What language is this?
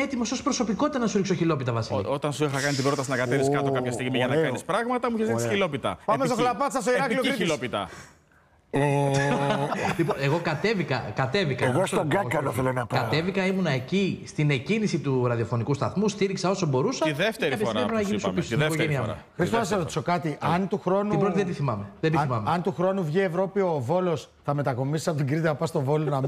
Greek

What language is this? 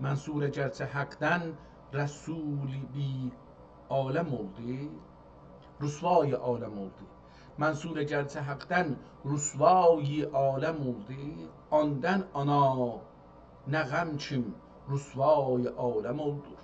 South Azerbaijani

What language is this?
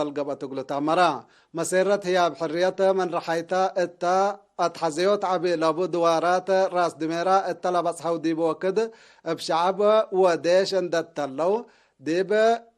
Tigre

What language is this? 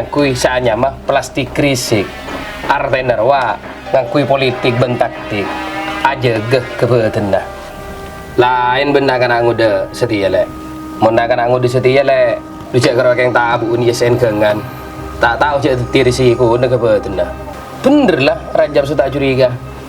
Madurese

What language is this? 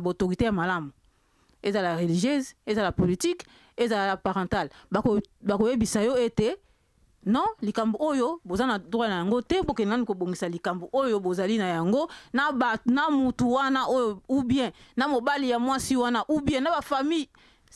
Lingala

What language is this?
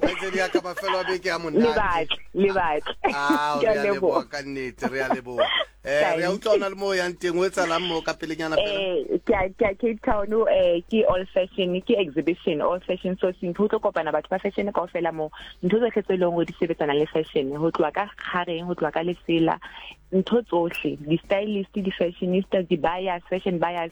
Southern Sotho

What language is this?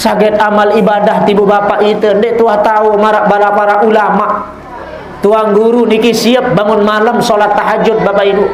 Sasak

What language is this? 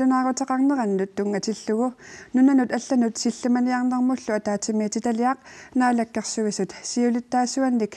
Kalaallisut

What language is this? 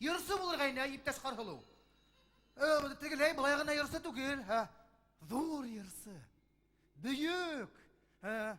Bashkir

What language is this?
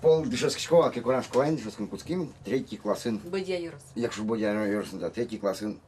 Udmurt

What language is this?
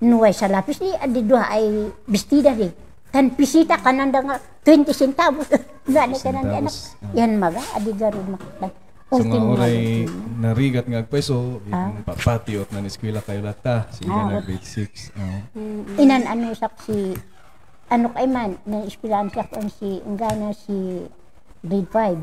Kankanaey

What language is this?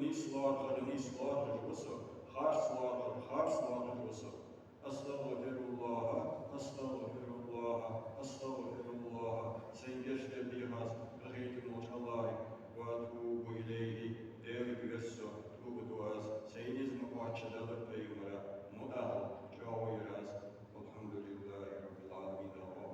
Ingush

